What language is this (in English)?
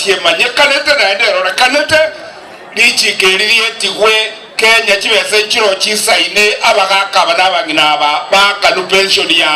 Gusii